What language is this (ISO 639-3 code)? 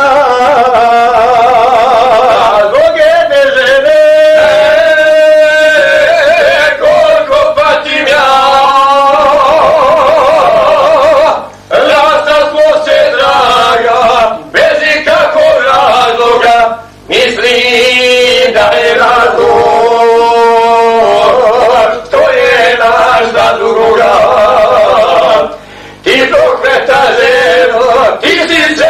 bos